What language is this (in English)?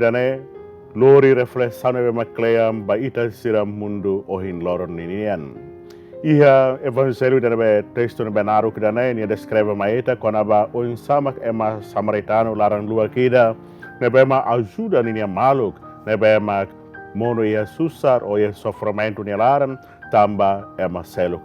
Tetum